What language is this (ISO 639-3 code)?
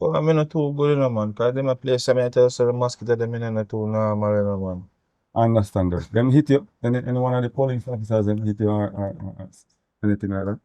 jam